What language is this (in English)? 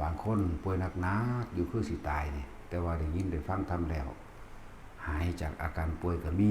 Lao